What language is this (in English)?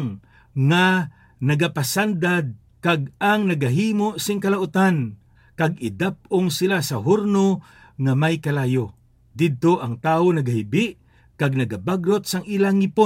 Hiligaynon